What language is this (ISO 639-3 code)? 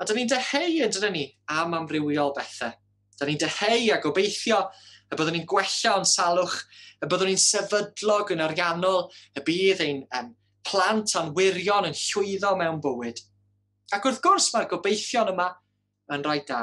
cym